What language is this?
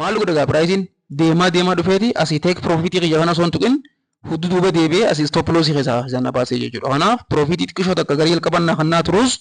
Oromo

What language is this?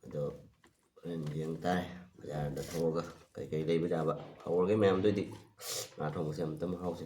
Manipuri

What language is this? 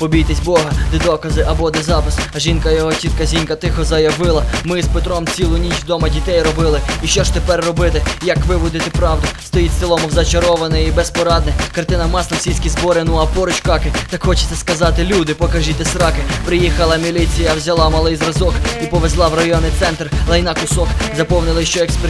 Ukrainian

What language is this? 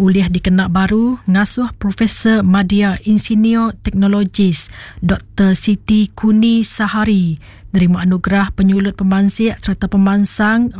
Iban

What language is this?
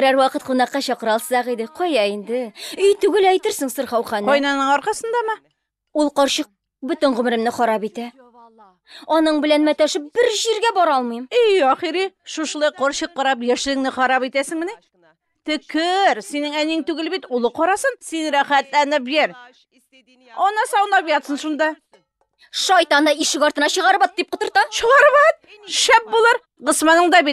Tatar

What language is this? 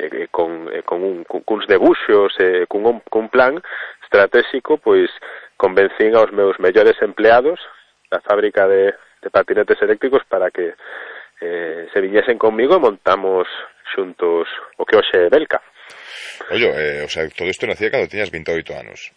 Galician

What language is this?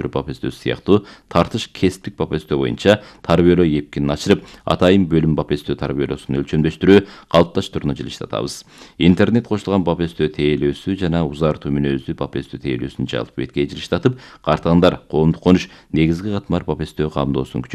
Kyrgyz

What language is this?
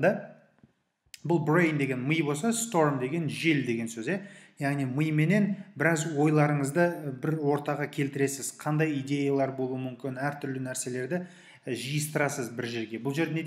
Kazakh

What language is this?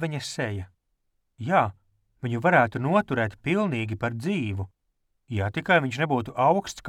Latvian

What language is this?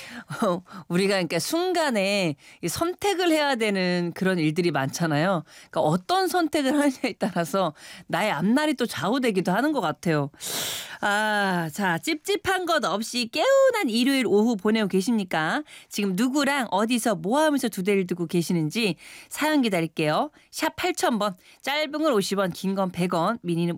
Korean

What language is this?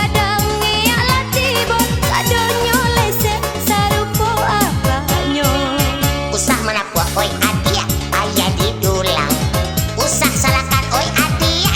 Minangkabau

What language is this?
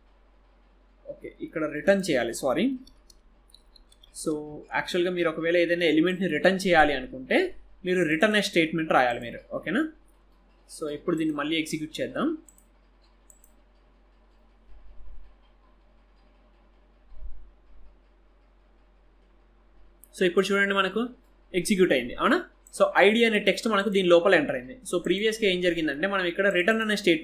Telugu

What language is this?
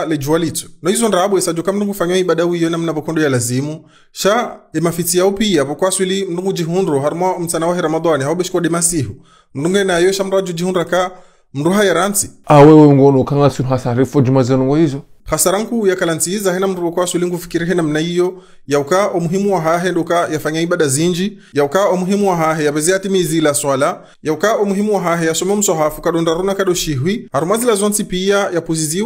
Ngazidja Comorian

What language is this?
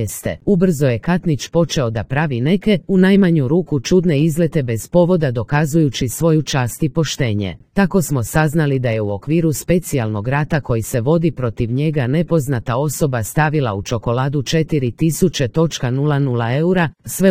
Croatian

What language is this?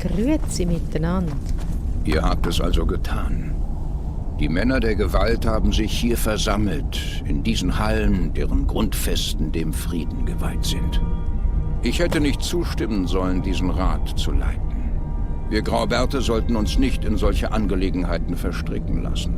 Swiss German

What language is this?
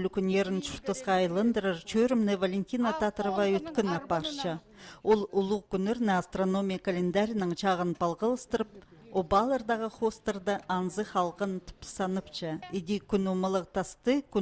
Khakas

